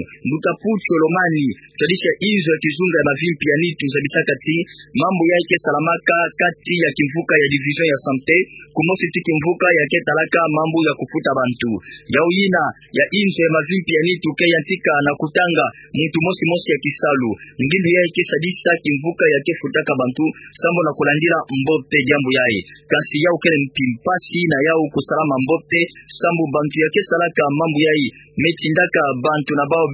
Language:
Kituba (Democratic Republic of Congo)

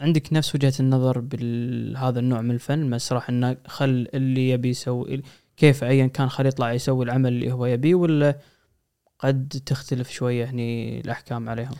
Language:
Gulf Arabic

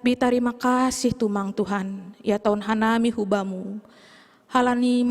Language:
Batak Simalungun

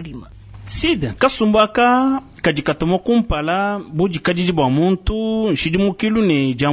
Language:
Luba-Lulua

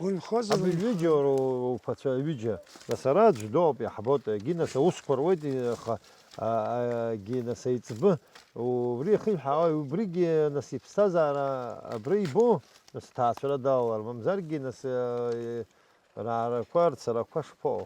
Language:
Abkhazian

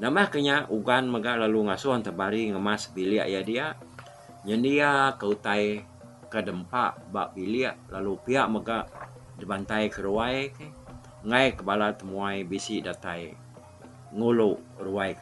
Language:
Iban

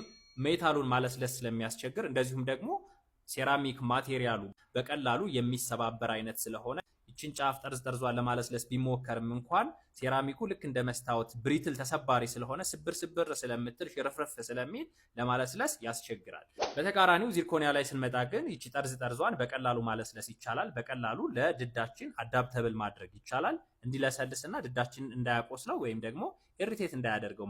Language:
Amharic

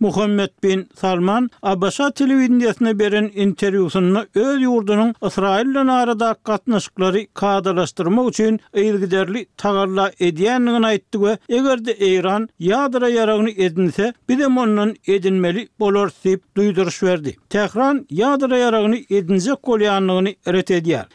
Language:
Turkmen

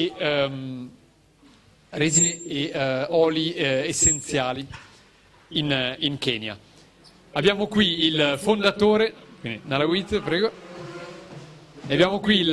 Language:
Italian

